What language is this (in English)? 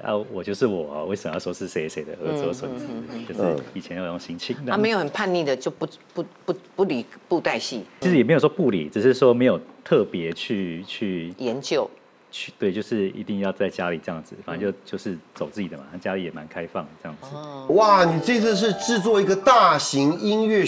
Chinese